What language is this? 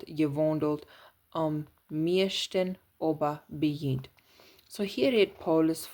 Plautdietsch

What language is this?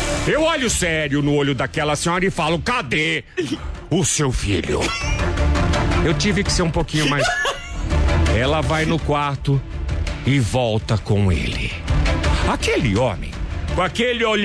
Portuguese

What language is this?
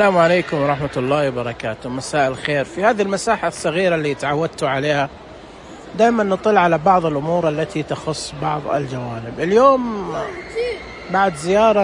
Najdi Arabic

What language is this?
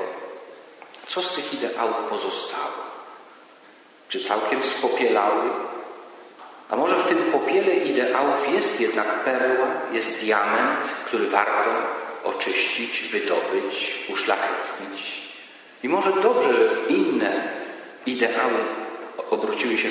Polish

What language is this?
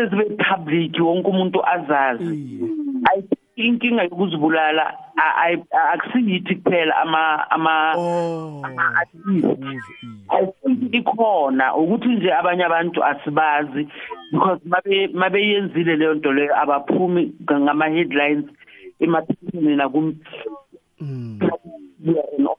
South Ndebele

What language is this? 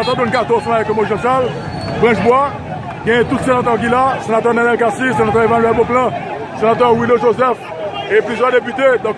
Haitian Creole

